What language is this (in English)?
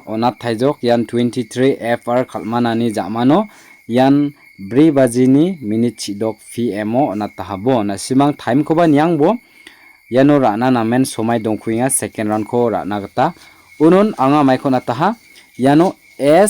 Garo